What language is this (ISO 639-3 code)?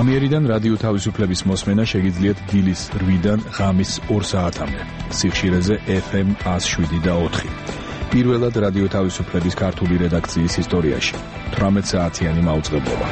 kat